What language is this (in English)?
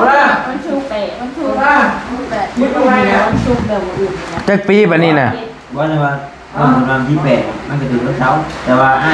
Northeastern Thai